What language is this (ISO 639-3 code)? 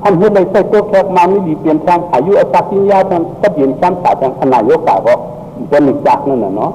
shn